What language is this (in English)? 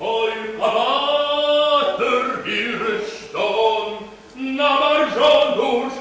Ossetic